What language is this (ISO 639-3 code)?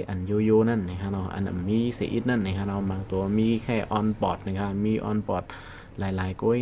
shn